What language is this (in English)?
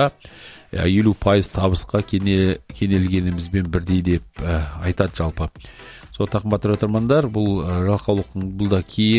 Kazakh